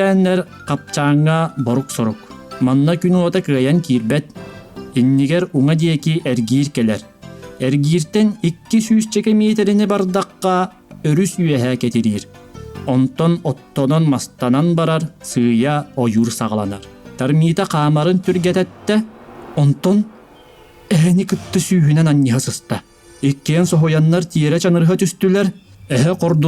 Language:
Yakut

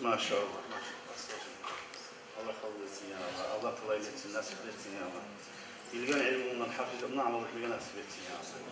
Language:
Kumyk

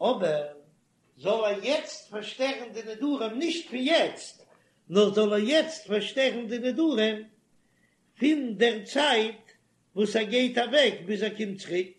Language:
Yiddish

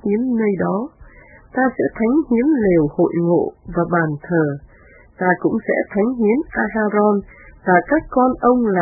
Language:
Vietnamese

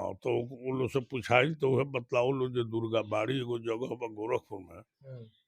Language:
Bhojpuri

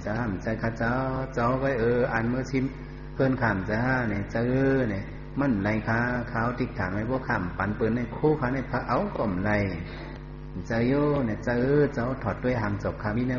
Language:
Shan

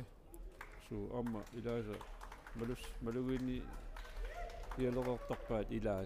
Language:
Kalaallisut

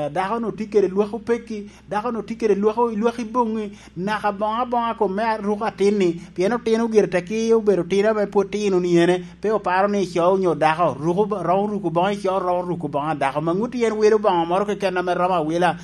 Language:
Lango (Uganda)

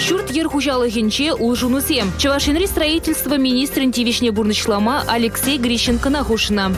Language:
Chuvash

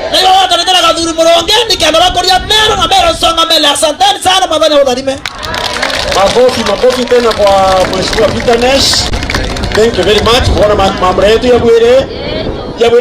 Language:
Meru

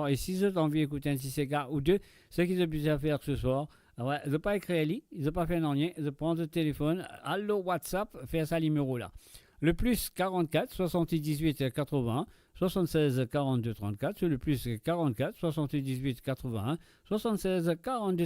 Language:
Morisyen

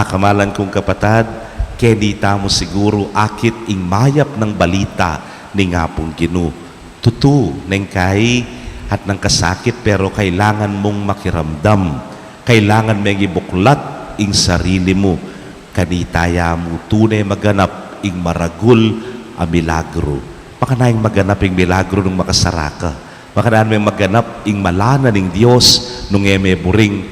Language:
Pampanga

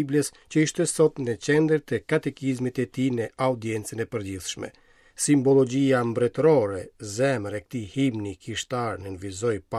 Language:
Albanian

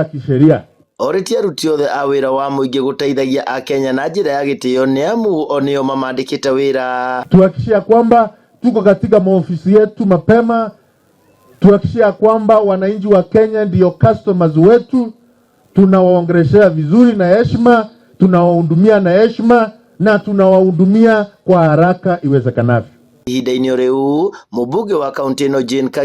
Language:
Kikuyu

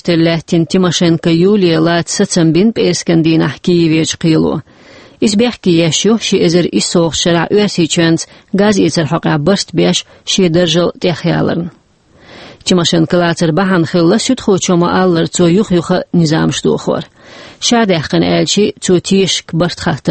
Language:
Chechen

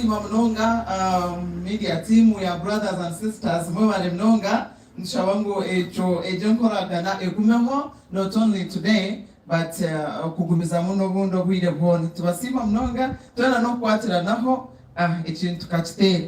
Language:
Nyankole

